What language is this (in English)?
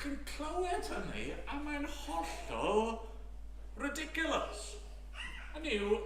Welsh